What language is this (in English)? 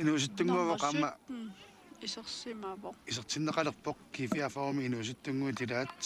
Kalaallisut